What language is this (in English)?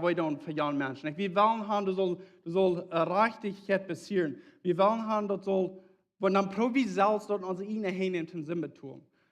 Plautdietsch